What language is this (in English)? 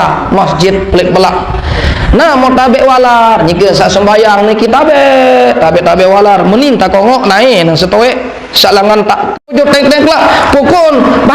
Sasak